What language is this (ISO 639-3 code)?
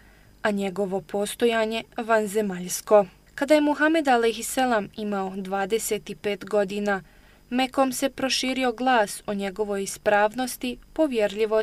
bos